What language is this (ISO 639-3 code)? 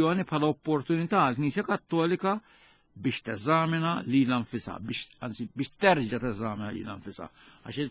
mlt